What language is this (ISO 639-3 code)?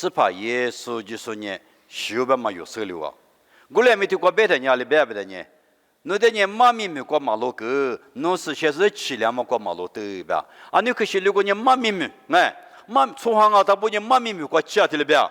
lis